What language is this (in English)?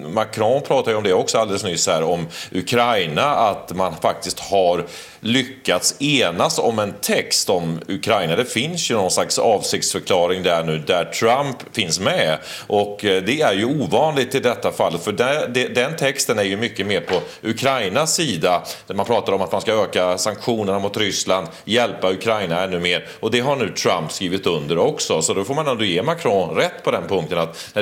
Swedish